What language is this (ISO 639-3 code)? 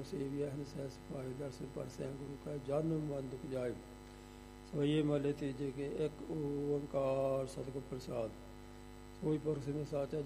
pan